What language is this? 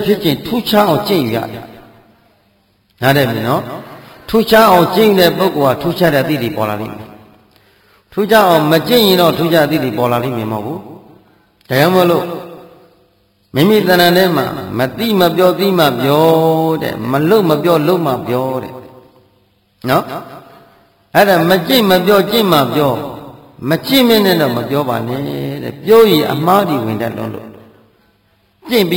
Burmese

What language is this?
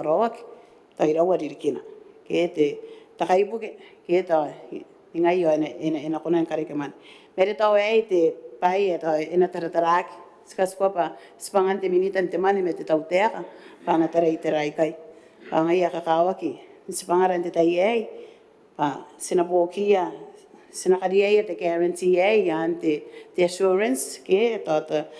Gilbertese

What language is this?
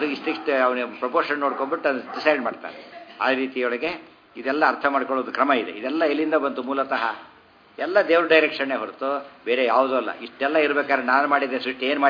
Kannada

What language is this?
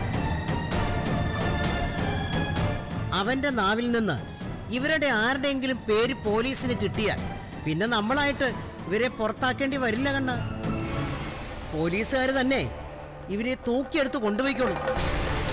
Malayalam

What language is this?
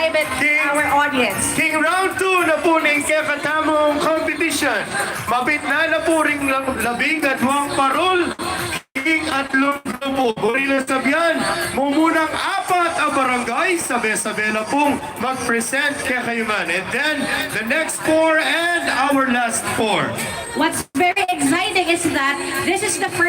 Pampanga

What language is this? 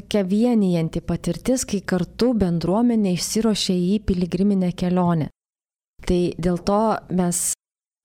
Lithuanian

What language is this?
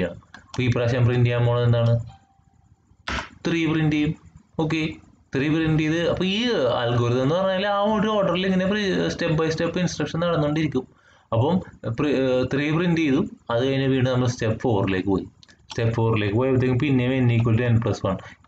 Malayalam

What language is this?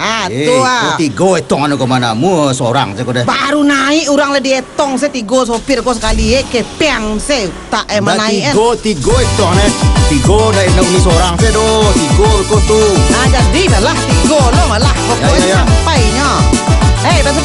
Minangkabau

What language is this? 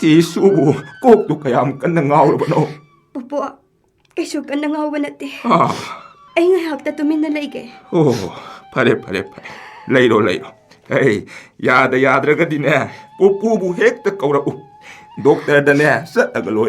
Manipuri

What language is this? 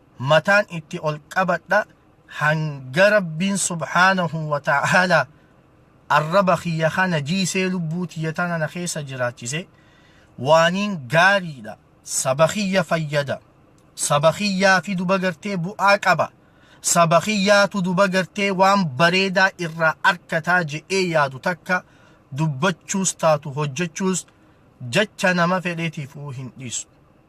Oromo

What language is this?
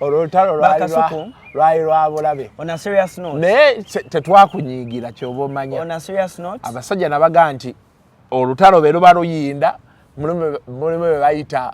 Ganda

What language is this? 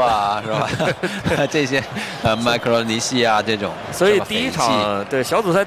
Chinese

